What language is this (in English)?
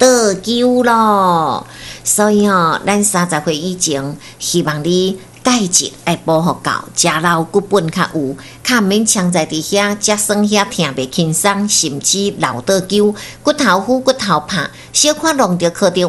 Min Nan Chinese